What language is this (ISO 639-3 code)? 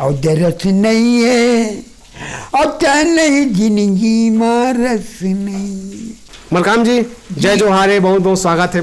hne